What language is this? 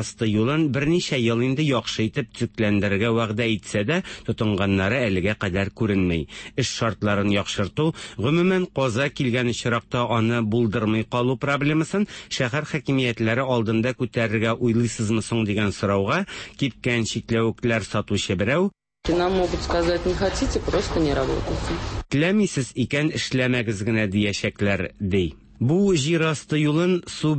Tatar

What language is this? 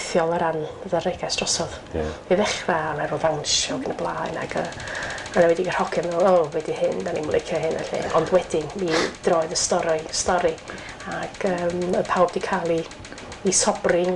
Welsh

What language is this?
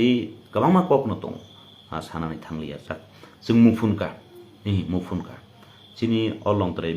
Kok Borok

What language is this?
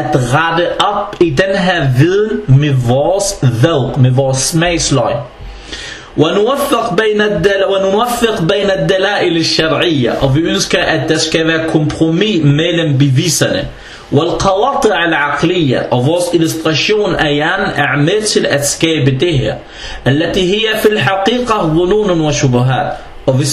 Danish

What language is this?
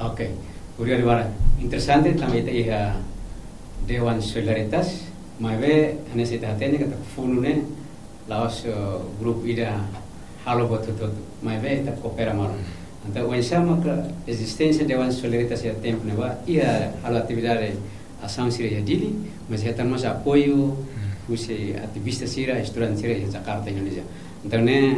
Tetum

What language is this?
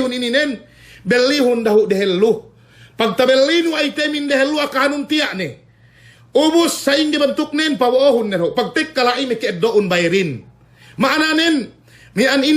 Yakan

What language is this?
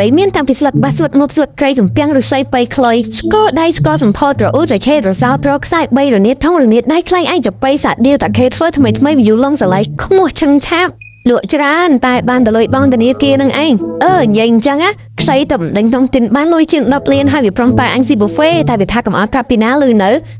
Khmer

